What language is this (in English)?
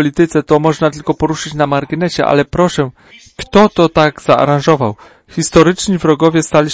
Polish